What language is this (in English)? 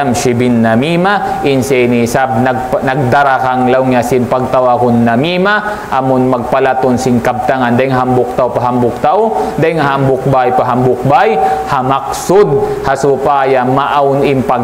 Tausug